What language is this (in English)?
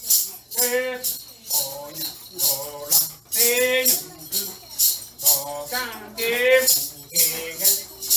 Vietnamese